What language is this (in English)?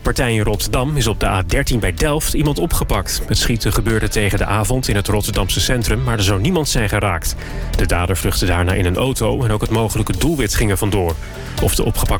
Dutch